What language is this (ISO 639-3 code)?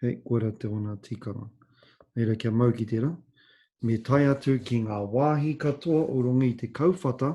mri